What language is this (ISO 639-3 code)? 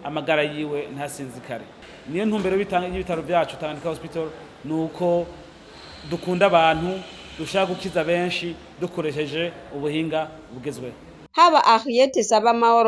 run